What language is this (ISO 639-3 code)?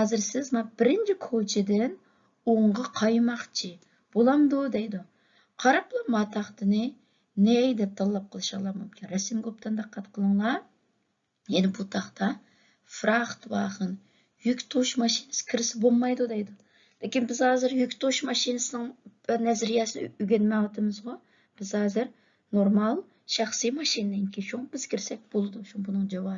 uig